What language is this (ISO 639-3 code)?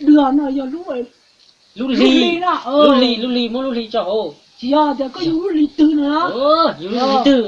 hmn